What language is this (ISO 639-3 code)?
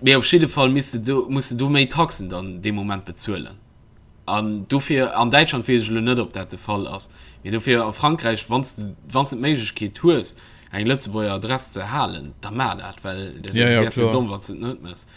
ltz